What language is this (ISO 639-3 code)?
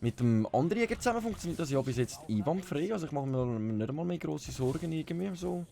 gsw